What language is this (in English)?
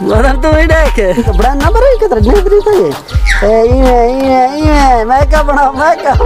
Saraiki